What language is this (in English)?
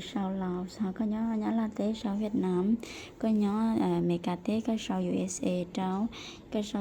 Hmong